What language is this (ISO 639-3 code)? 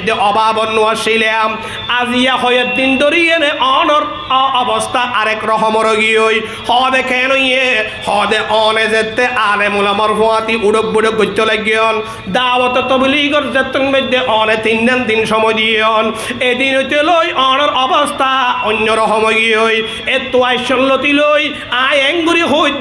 rhg